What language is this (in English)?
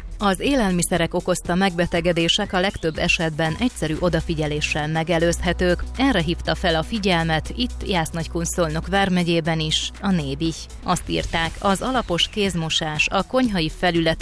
Hungarian